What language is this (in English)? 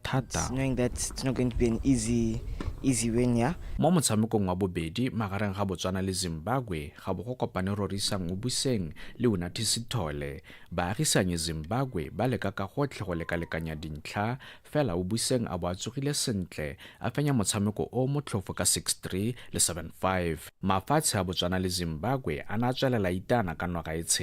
Tswana